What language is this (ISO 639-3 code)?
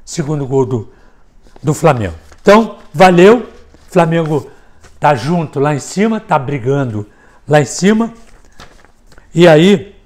por